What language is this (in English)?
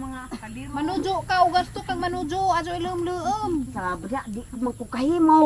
Cebuano